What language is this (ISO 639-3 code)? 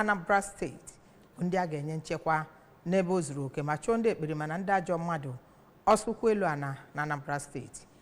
ibo